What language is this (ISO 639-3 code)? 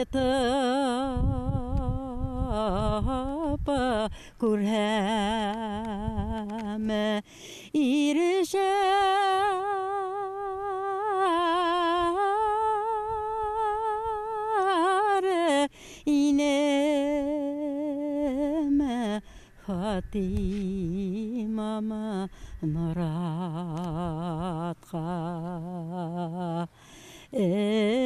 bak